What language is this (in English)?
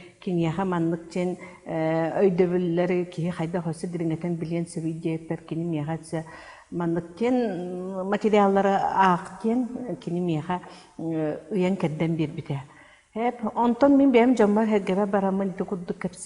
Yakut